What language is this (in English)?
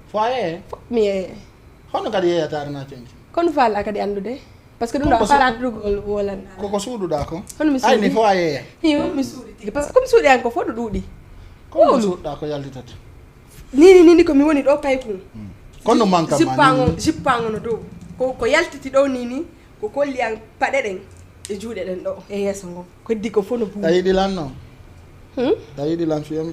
Fula